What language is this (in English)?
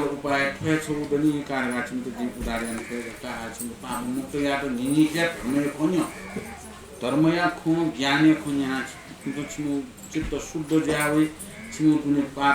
Newari